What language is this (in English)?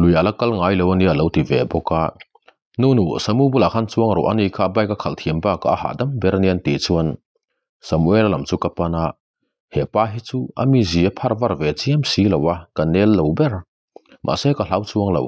Mizo